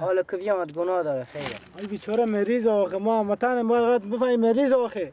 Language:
Persian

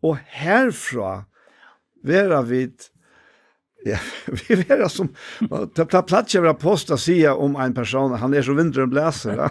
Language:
Faroese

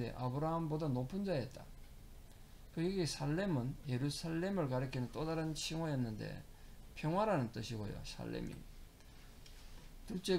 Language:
Korean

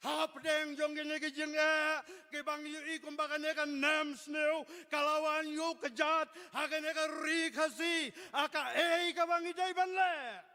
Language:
Khasi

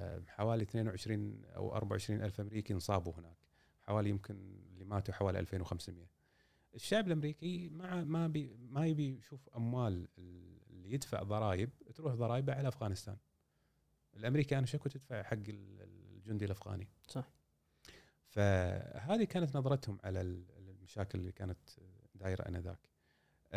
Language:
Gulf Arabic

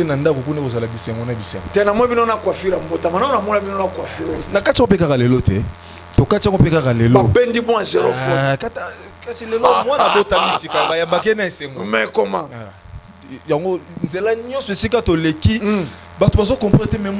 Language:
Lingala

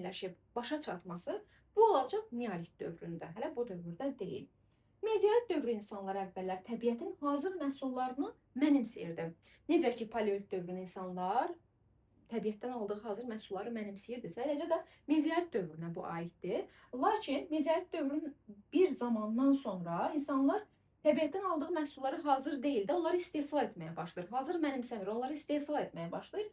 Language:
Azerbaijani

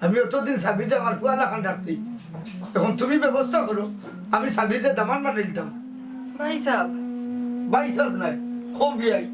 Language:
Sylheti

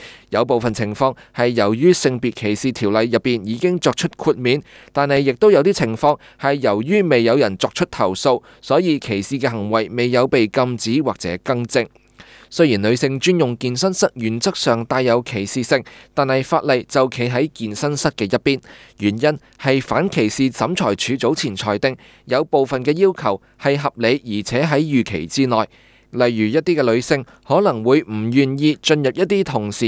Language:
Cantonese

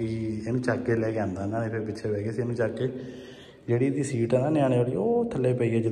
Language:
Punjabi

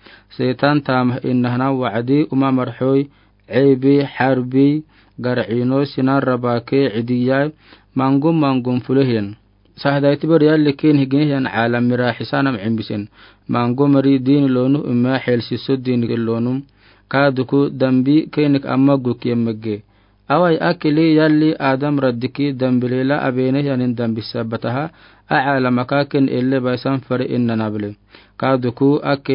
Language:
Afar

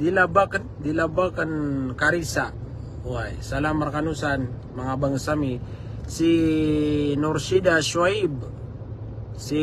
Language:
Maranao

